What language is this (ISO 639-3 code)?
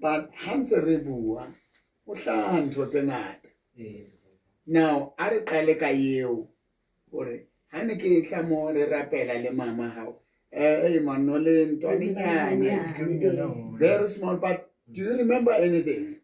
sot